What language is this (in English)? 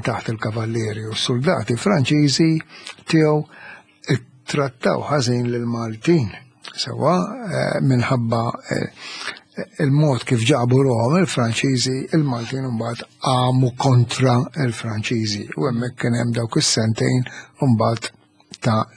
Maltese